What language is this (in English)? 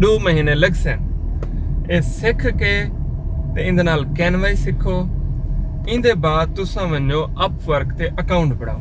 Saraiki